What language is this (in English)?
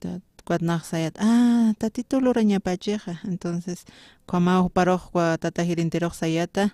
Aymara